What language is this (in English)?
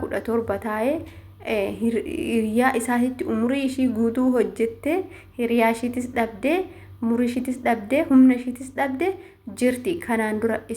Oromo